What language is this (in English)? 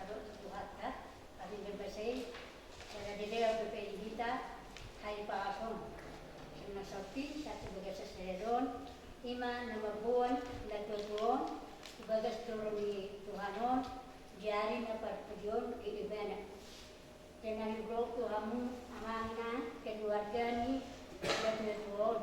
Batak Toba